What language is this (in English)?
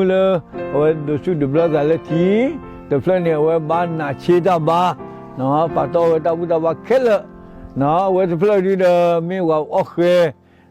S'gaw Karen